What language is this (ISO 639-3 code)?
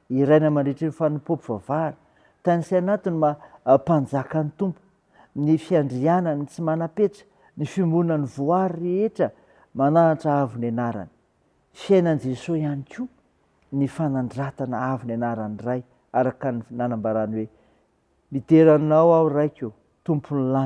mlg